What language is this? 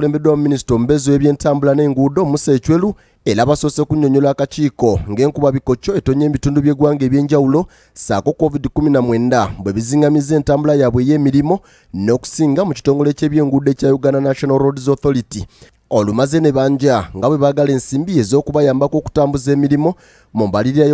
Ganda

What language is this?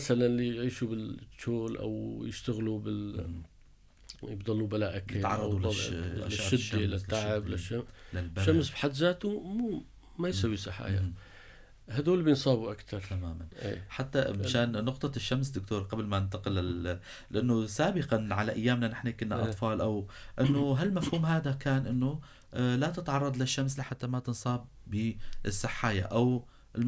North Levantine Arabic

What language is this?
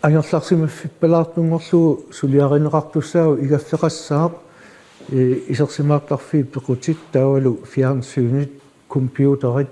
Kalaallisut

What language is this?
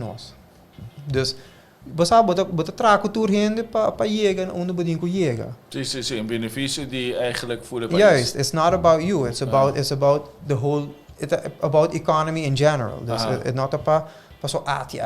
Papiamento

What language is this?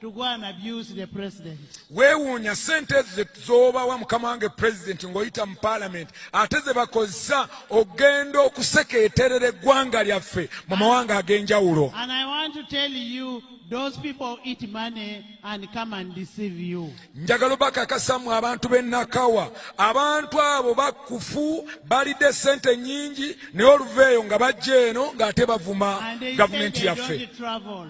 Ganda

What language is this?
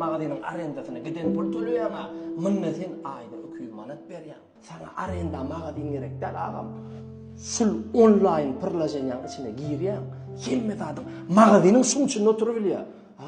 Turkmen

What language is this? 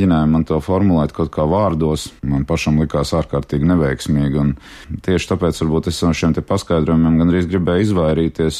Latvian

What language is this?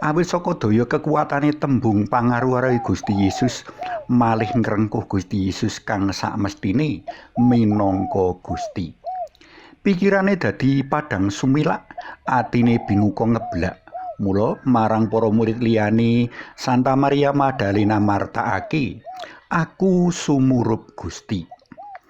Javanese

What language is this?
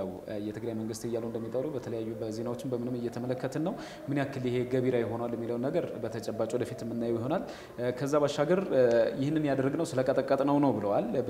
Amharic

